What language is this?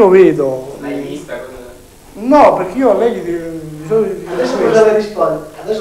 Italian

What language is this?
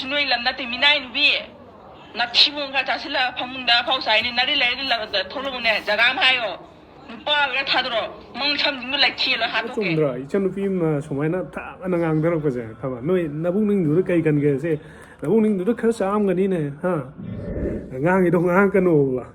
Manipuri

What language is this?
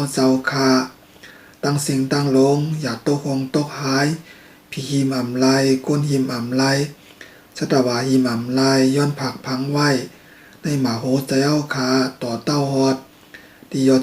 Shan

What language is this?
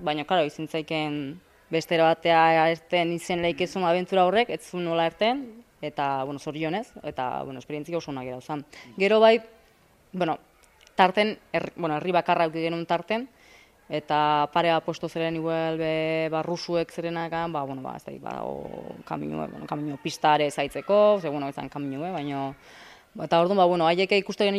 Basque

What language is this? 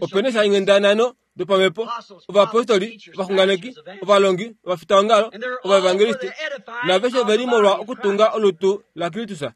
Kuanyama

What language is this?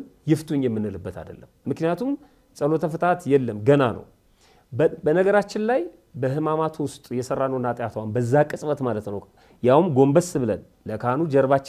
Amharic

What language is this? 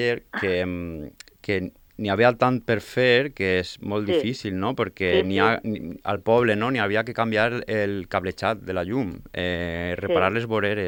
Catalan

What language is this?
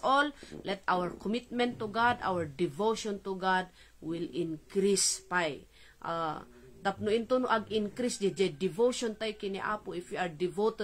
Iloko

